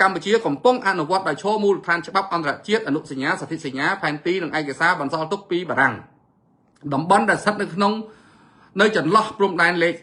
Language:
Khmer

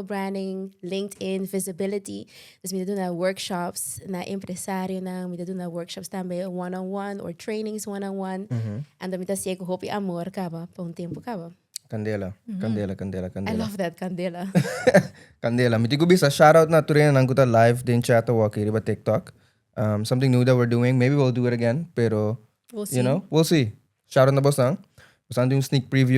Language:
Papiamento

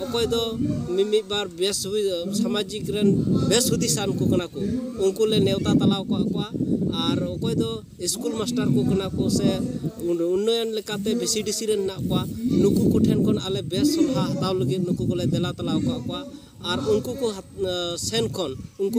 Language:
Santali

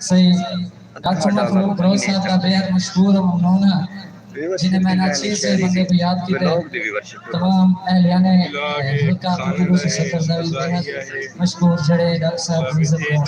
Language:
Saraiki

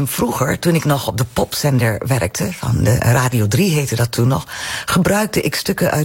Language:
Dutch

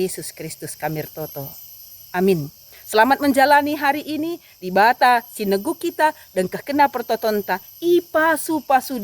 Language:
Batak Karo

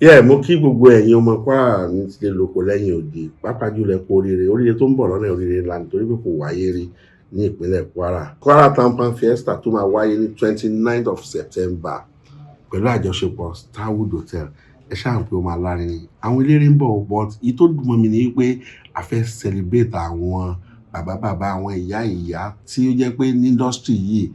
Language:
Yoruba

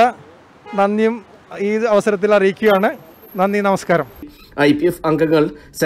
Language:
Malayalam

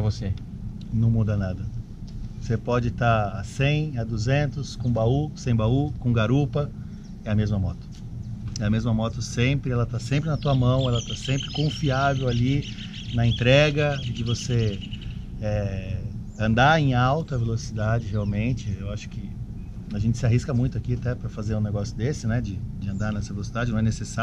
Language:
Portuguese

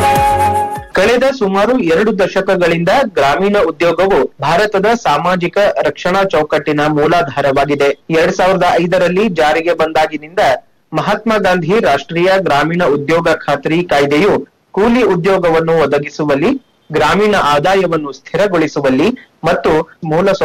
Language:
Kannada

